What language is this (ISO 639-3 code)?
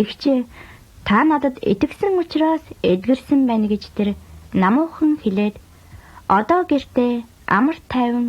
mon